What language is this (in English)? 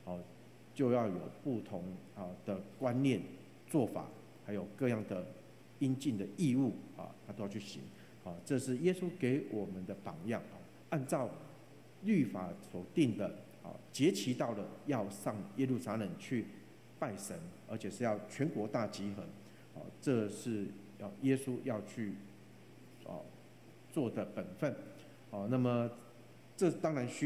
Chinese